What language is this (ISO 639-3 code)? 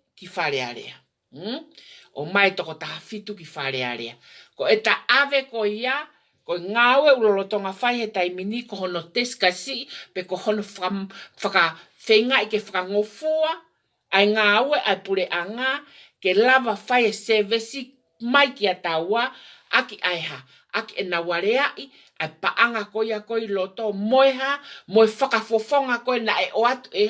ton